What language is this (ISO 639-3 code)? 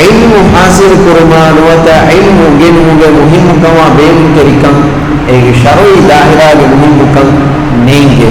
div